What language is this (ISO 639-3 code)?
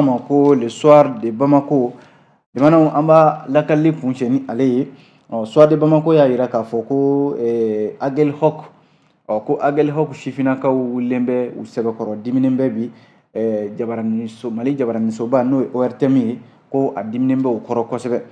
bam